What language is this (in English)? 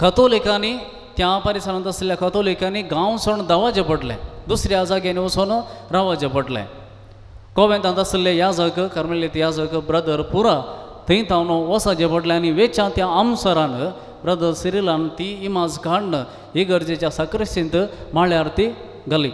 Konkani